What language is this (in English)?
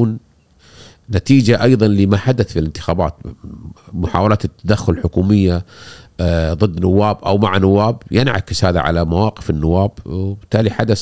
Gulf Arabic